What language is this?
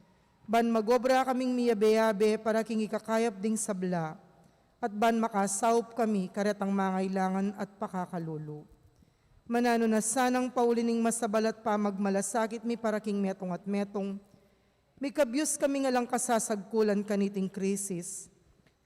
Pampanga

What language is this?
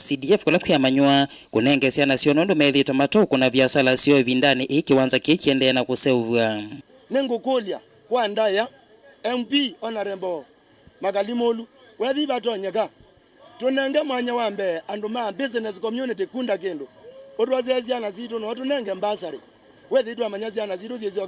Kamba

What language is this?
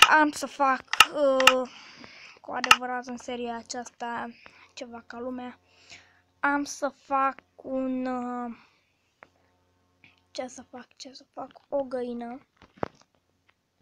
Romanian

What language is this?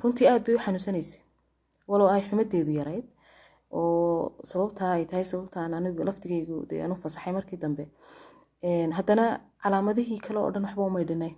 Somali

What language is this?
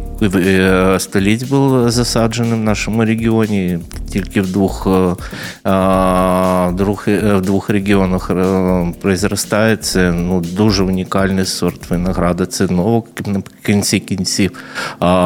Ukrainian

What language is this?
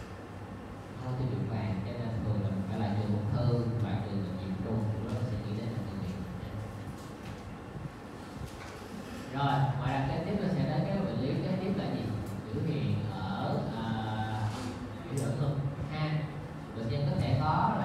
Vietnamese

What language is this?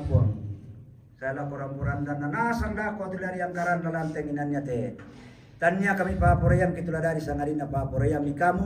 Toraja-Sa'dan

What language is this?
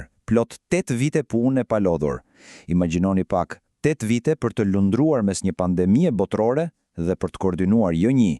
Albanian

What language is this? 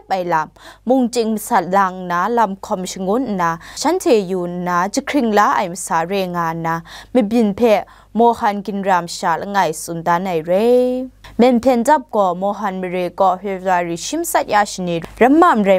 Kachin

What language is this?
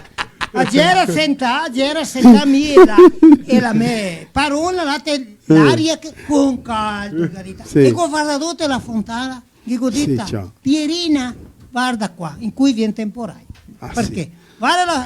Venetian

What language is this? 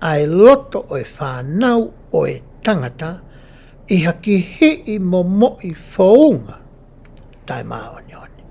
Tongan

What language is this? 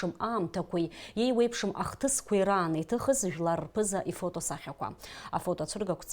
Abkhazian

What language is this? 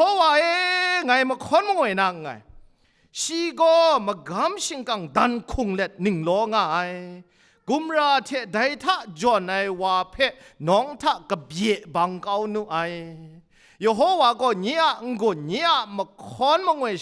Kachin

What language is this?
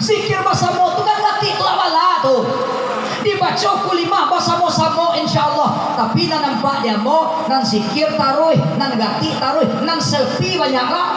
Minangkabau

